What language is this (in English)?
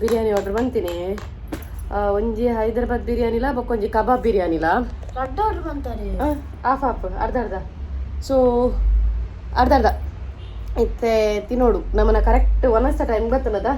Tulu